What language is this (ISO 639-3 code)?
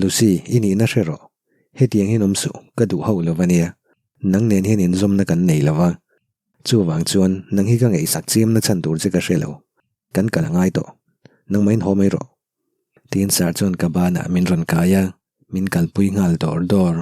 lus